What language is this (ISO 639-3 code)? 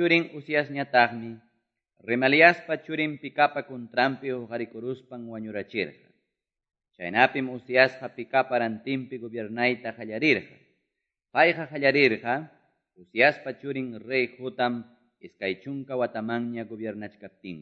quy